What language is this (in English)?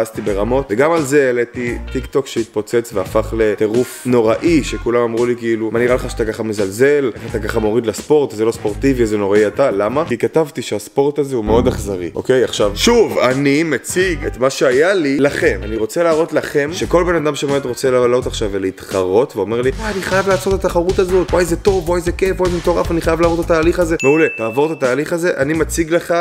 Hebrew